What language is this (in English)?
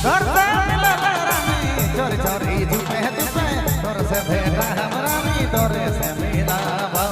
Sadri